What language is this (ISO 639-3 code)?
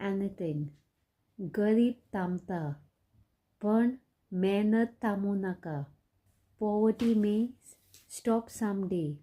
kok